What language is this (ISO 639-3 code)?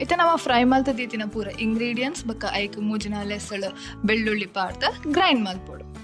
tcy